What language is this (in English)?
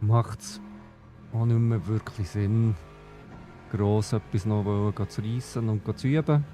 Swiss German